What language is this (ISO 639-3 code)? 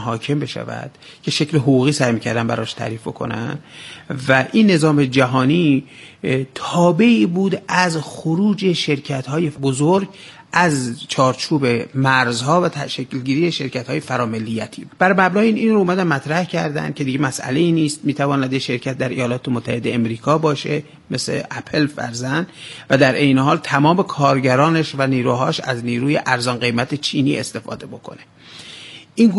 fas